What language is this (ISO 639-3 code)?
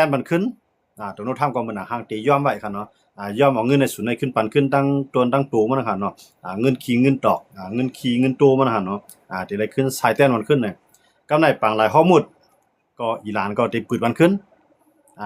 shn